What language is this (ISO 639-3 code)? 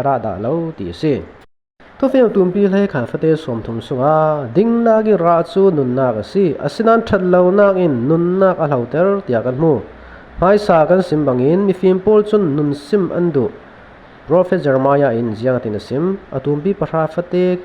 cfm